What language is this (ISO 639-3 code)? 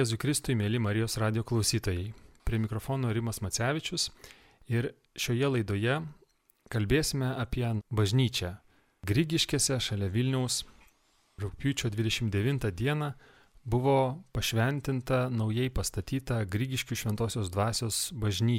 lit